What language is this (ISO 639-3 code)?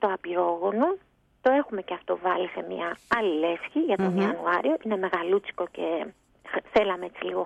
ell